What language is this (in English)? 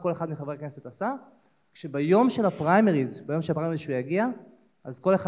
Hebrew